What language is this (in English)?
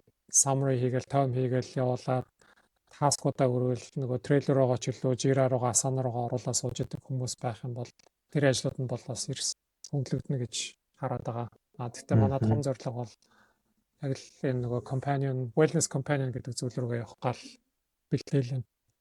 Mongolian